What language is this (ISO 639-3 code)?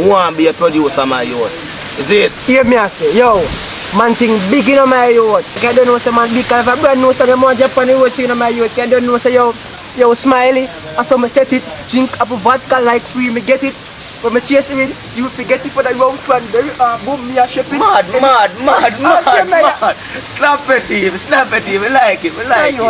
jam